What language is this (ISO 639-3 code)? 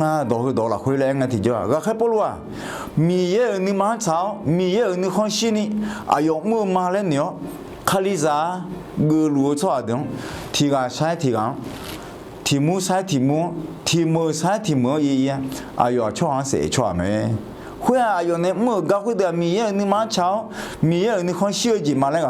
ahk